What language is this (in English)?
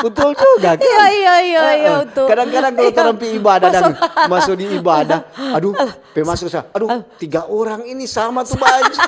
Manado Malay